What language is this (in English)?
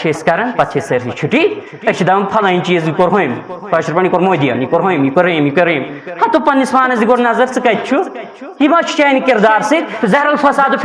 Kashmiri